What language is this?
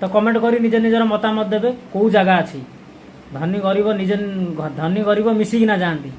Odia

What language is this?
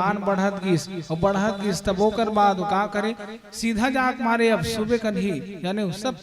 Chhattisgarhi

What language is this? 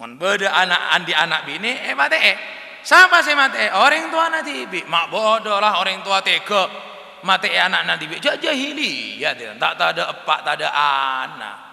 Madurese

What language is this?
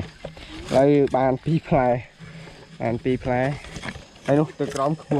Khmer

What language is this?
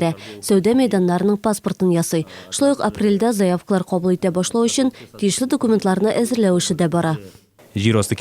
Tatar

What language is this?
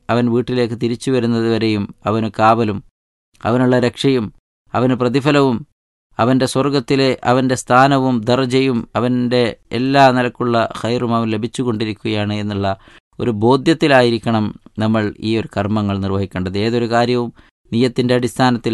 Malayalam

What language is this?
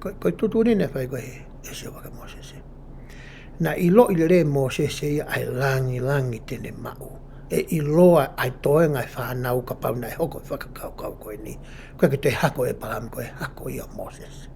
Tongan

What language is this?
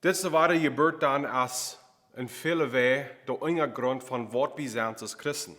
Plautdietsch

